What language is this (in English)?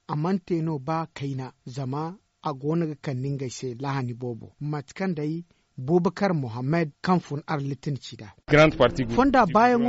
Zarma